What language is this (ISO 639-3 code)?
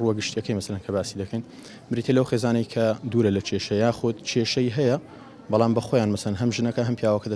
ckb